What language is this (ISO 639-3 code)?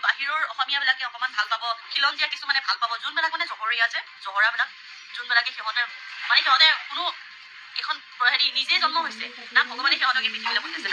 asm